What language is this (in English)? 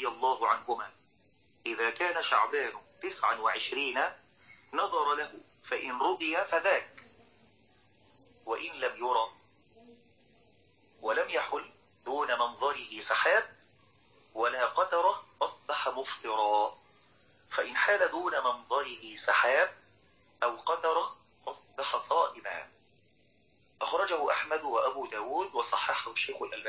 Arabic